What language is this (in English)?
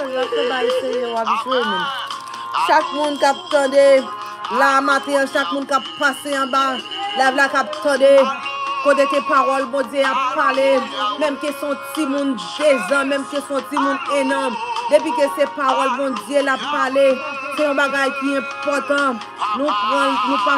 Haitian Creole